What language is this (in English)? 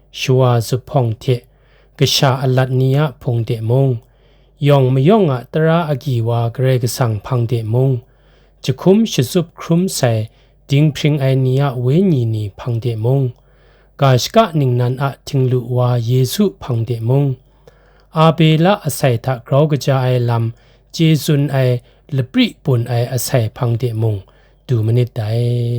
Kachin